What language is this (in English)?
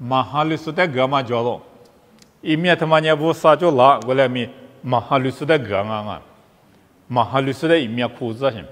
Lisu